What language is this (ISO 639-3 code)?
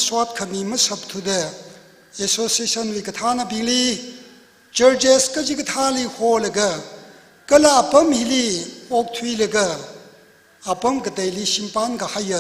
nmf